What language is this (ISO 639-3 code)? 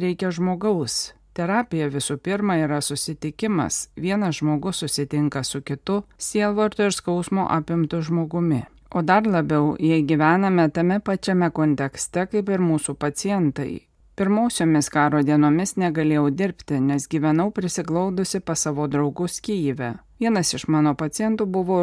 lit